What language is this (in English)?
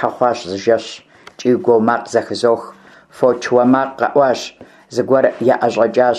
Kabardian